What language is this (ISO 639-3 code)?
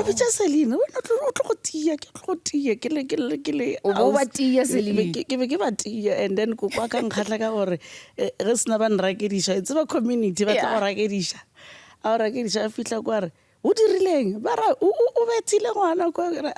nso